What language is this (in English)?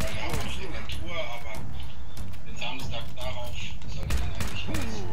Swiss German